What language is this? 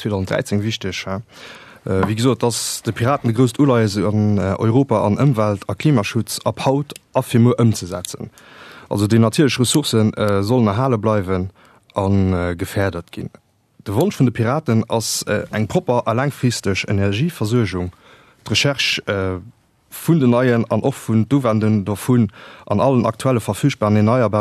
Luxembourgish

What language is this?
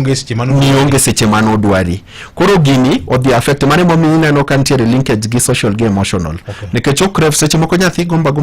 Luo (Kenya and Tanzania)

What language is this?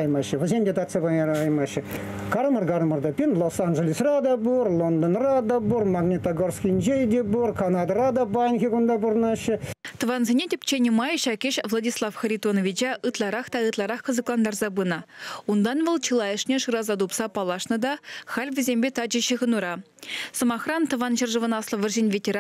Chuvash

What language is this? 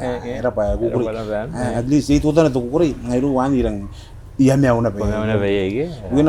Gilbertese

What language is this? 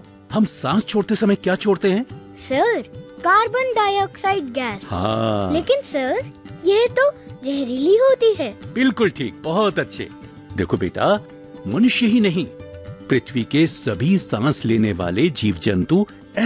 Hindi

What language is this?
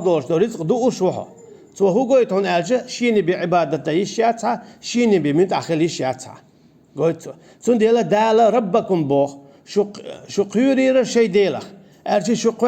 Chechen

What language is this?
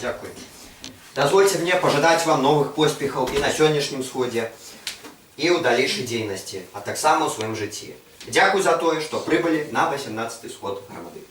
Belarusian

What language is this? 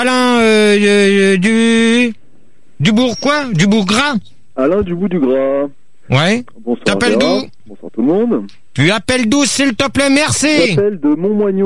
French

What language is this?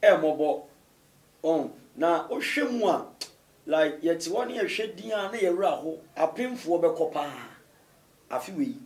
Akan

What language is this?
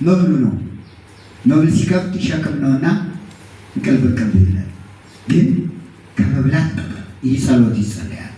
Amharic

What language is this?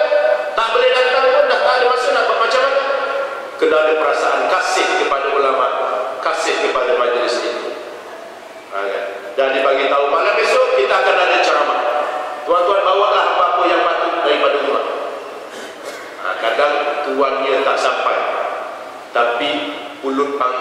Malay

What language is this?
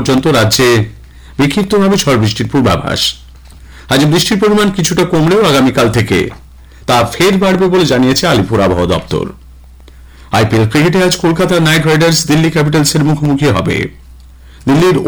Bangla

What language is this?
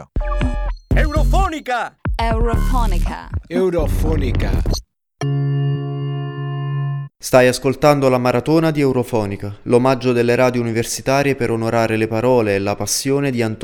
Italian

